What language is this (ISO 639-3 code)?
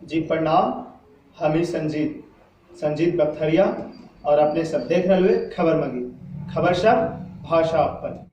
mag